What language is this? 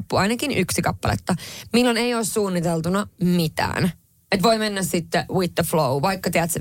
Finnish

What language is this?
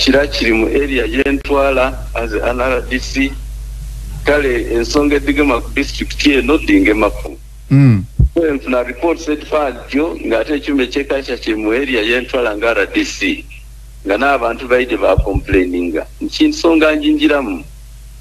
Ganda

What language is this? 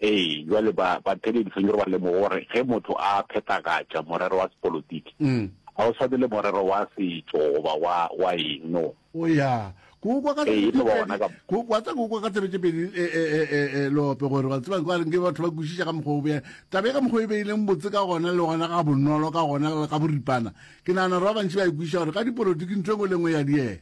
Northern Sotho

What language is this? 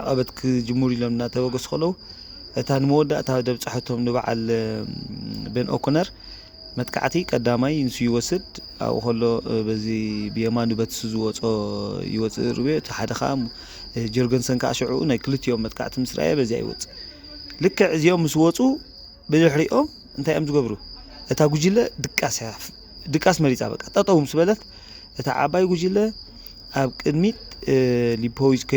Tigrinya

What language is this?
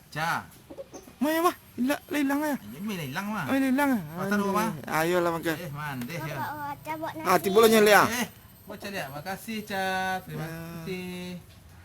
Minangkabau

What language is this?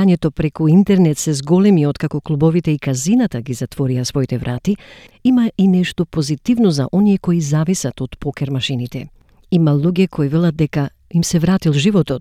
Macedonian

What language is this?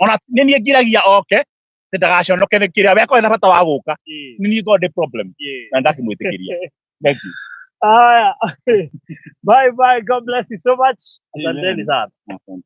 Kikuyu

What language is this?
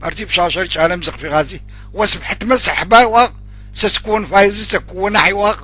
Adyghe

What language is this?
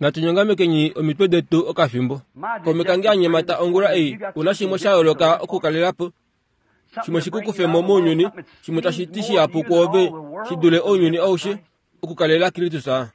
Kuanyama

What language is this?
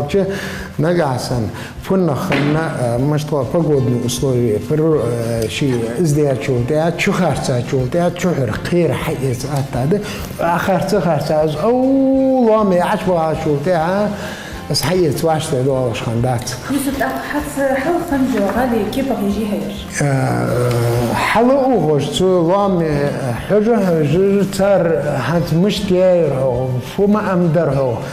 Ingush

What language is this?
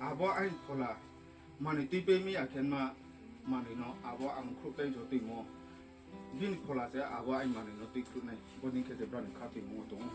Riang (India)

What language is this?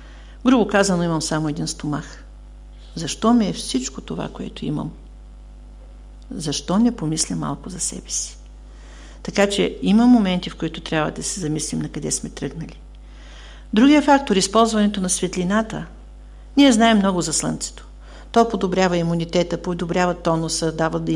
Bulgarian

